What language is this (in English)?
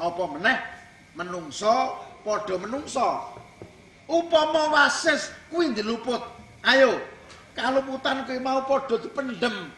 Javanese